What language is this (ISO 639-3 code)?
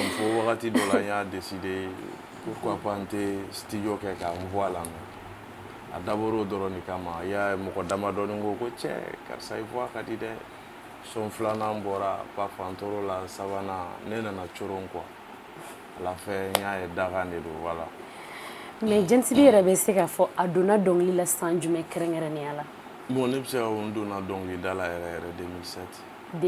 bam